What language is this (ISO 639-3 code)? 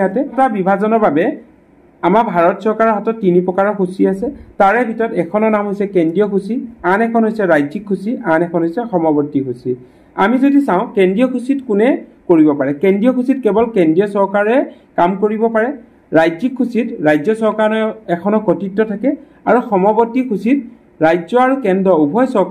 asm